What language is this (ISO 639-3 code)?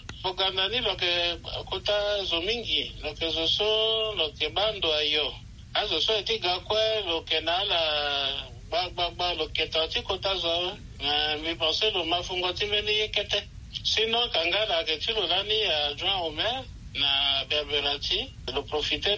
sag